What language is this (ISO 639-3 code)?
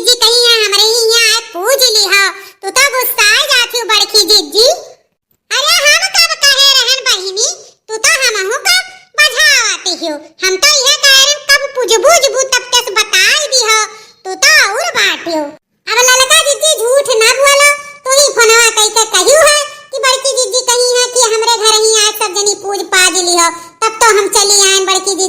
awa